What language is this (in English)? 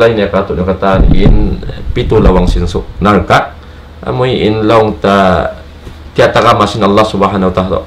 Tausug